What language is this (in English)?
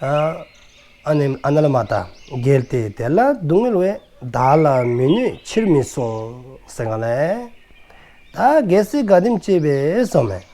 Dzongkha